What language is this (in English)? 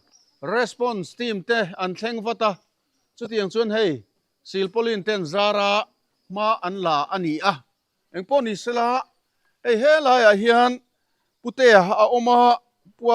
Mizo